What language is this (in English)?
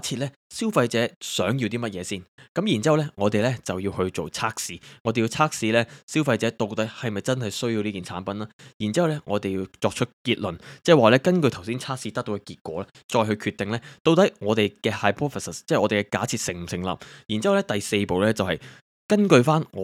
Cantonese